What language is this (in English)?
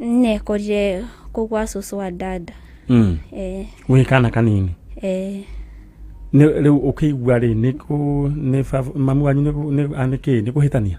Kikuyu